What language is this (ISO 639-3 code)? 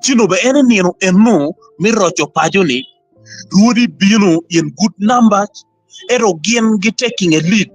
ach